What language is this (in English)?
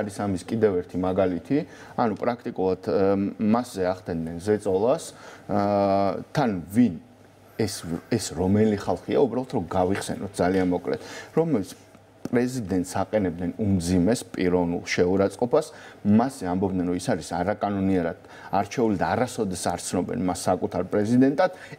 Georgian